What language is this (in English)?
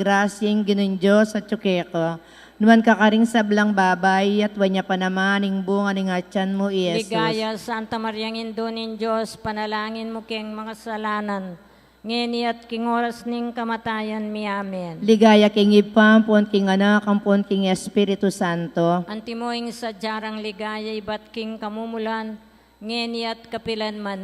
Pampanga